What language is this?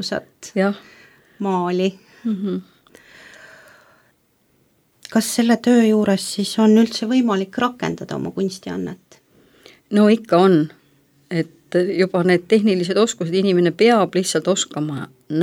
Estonian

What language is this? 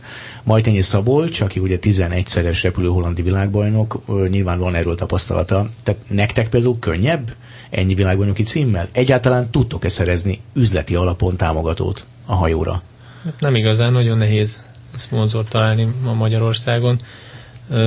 Hungarian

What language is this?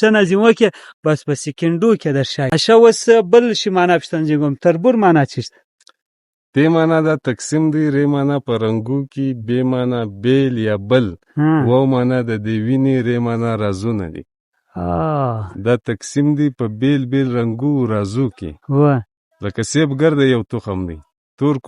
Pashto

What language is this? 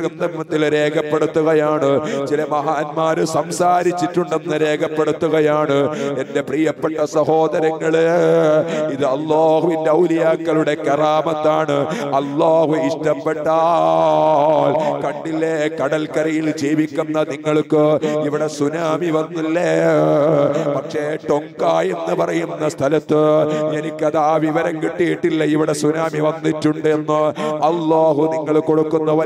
Malayalam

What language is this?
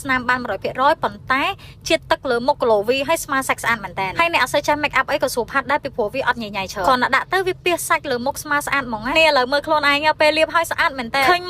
Khmer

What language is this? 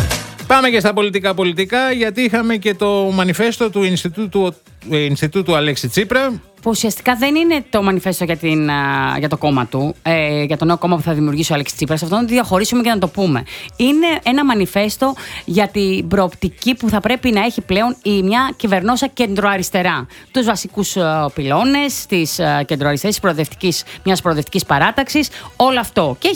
Greek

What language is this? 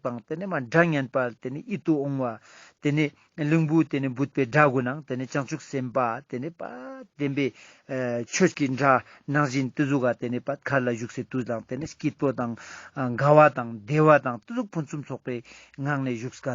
Ladakhi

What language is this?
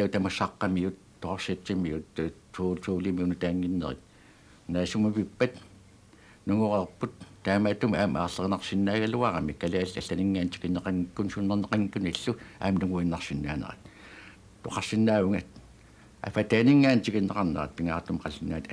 Kalaallisut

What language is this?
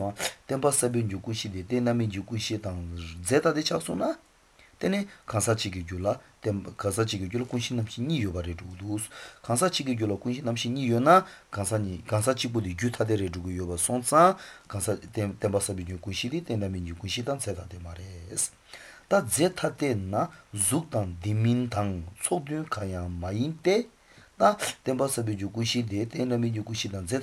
Latvian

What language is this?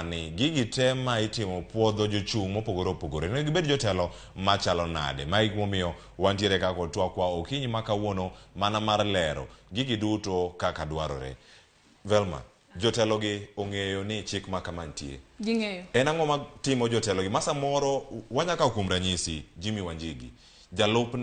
Luo (Kenya and Tanzania)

